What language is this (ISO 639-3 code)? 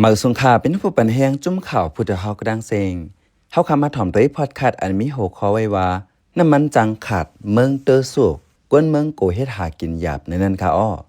shn